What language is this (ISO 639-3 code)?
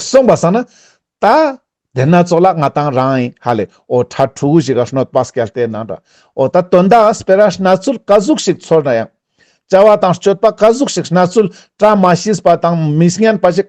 lbj